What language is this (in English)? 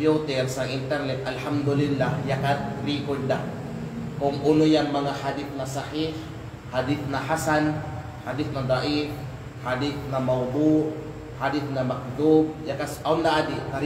Kalagan